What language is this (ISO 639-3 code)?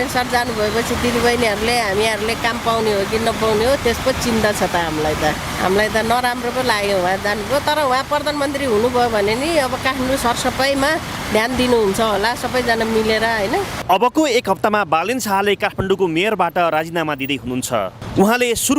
nep